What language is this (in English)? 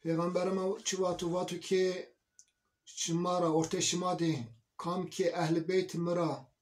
Zaza